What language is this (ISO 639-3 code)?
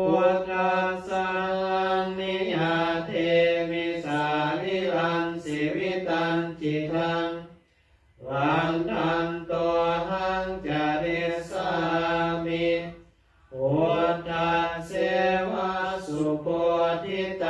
pli